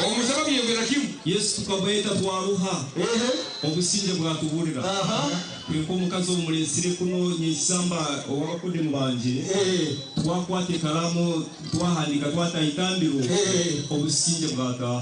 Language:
Nyankole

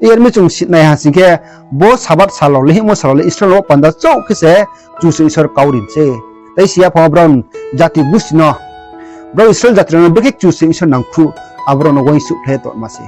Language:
Riang (India)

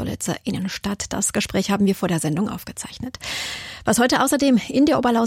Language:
German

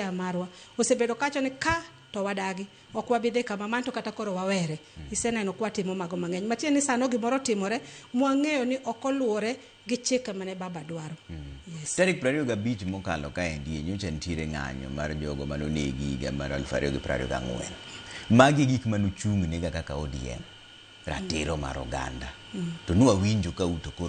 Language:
Luo (Kenya and Tanzania)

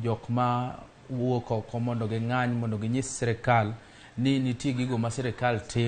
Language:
Luo (Kenya and Tanzania)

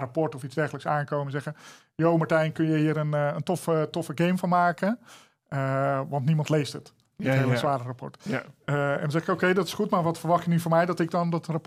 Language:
Dutch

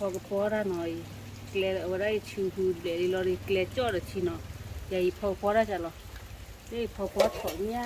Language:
S'gaw Karen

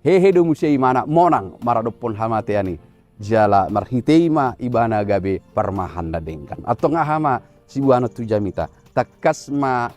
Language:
Batak Toba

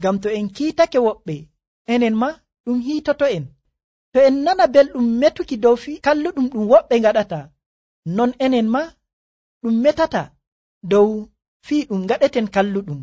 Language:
Nigerian Fulfulde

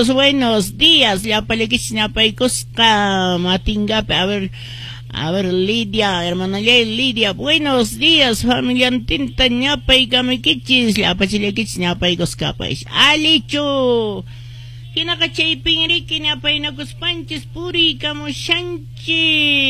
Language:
Quechua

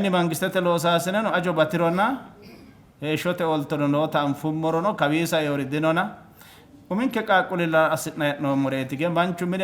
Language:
Sidamo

